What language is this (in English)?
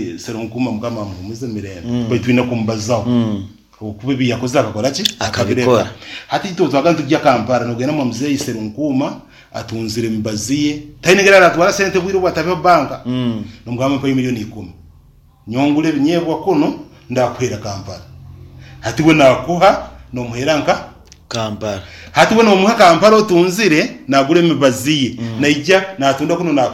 Nyankole